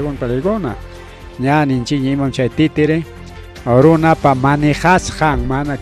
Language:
Ayacucho Quechua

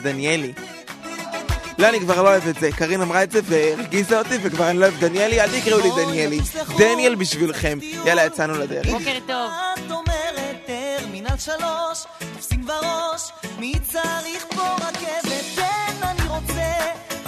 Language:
Hebrew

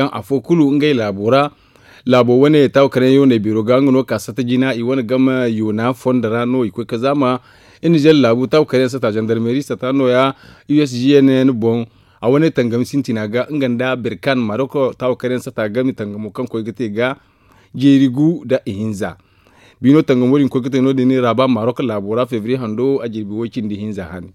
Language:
Zarma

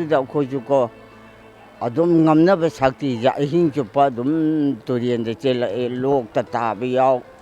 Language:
Manipuri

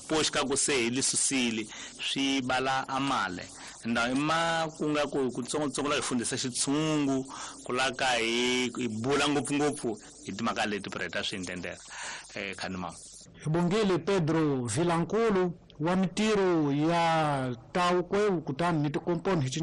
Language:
Tsonga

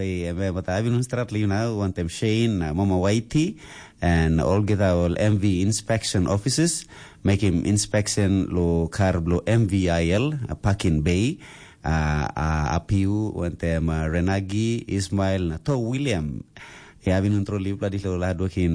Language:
Tok Pisin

